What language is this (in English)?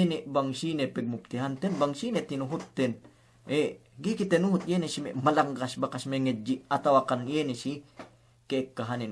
Yakan